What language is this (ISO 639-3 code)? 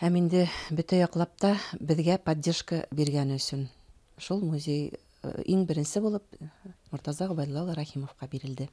bak